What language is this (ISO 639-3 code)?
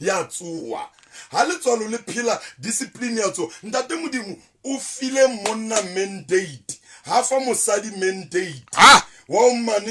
sot